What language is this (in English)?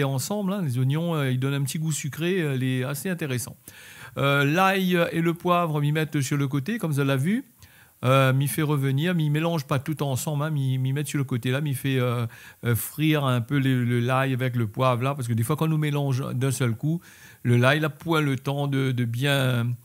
Réunion Creole French